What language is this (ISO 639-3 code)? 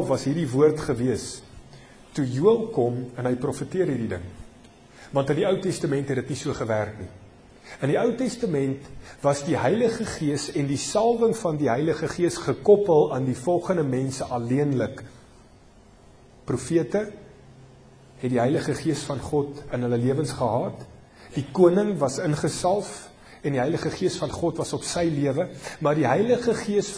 afr